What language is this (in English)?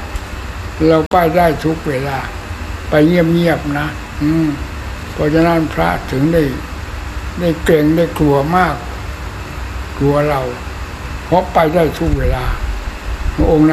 Thai